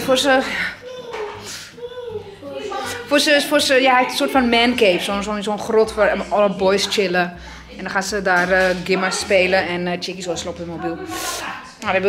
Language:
Dutch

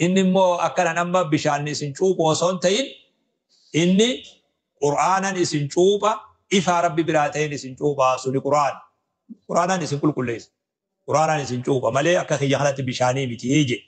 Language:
Oromo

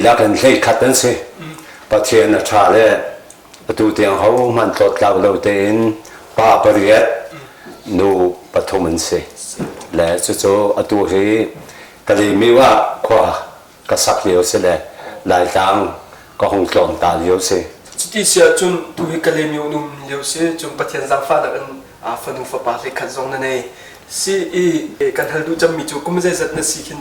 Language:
Hakha Chin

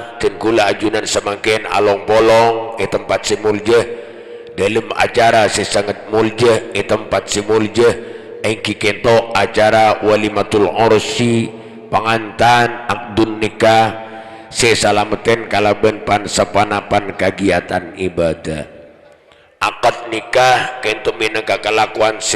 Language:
Madurese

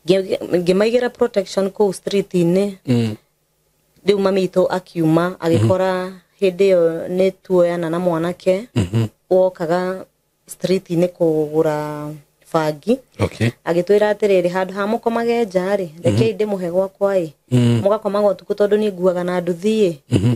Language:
Kikuyu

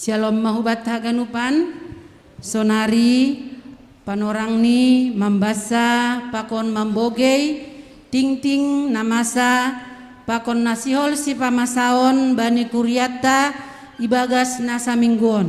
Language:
Batak Simalungun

